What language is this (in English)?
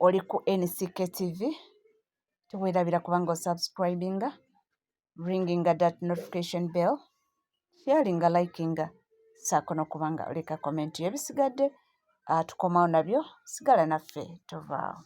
Ganda